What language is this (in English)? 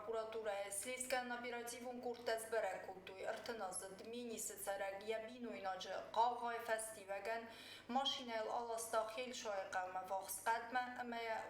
Ossetic